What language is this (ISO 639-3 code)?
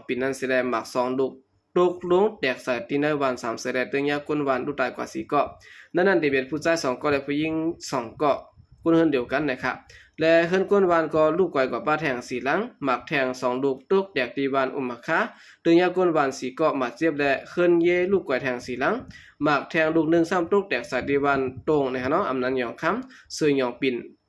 shn